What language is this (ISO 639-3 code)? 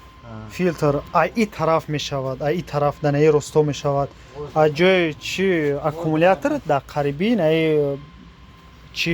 tgk